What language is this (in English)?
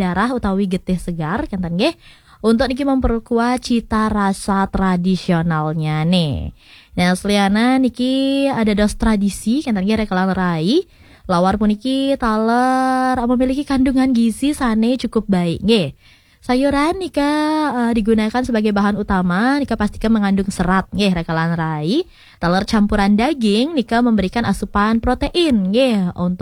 Balinese